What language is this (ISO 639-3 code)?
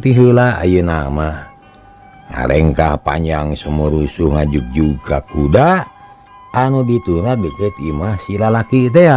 sun